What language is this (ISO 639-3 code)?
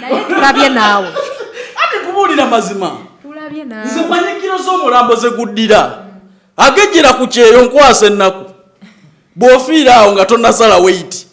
lug